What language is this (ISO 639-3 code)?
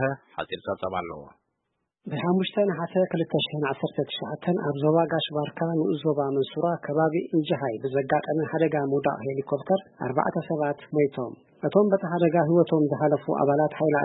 tir